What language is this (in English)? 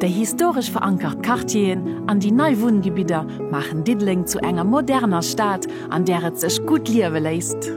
Luxembourgish